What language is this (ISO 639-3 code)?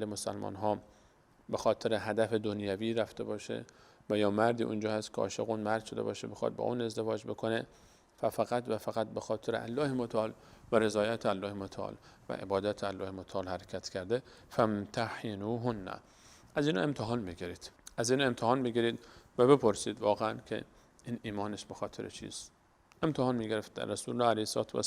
fas